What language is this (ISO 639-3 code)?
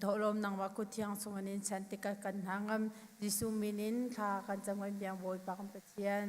cnh